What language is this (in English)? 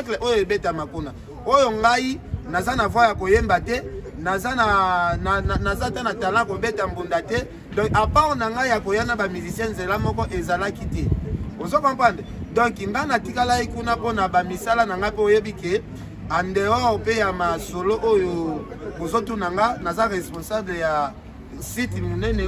Lingala